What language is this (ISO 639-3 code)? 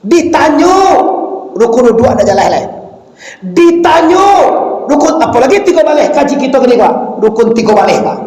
min